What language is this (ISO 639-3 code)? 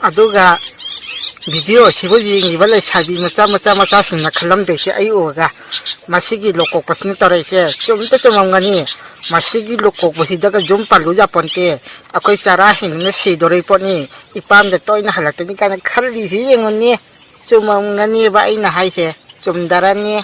mni